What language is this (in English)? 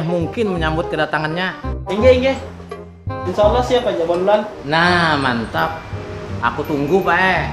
Banjar